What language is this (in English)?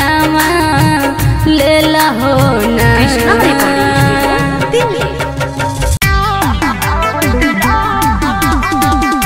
Bhojpuri